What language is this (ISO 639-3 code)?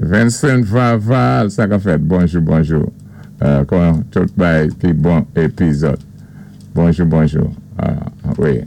acf